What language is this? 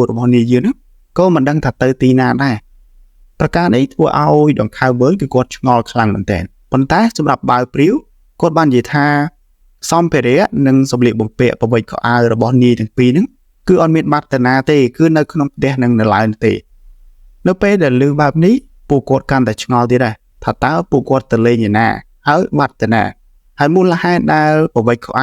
Khmer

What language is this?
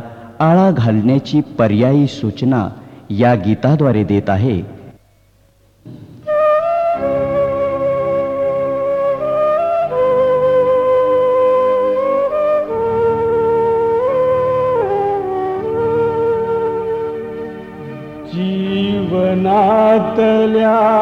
Marathi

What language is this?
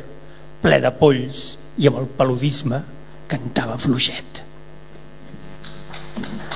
Catalan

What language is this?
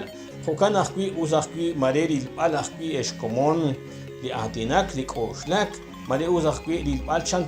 Kekchí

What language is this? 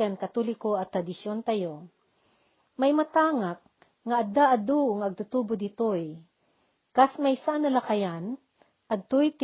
Iloko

